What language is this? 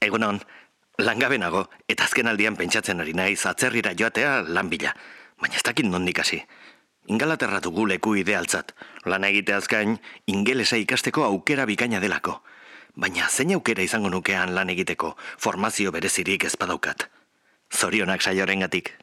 Basque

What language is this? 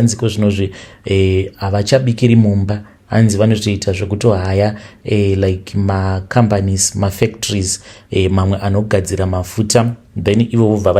Shona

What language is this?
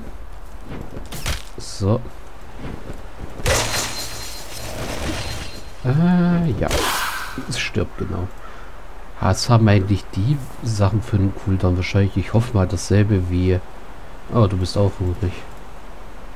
German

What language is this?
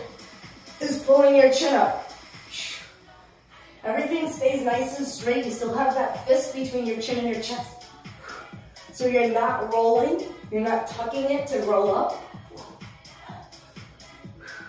English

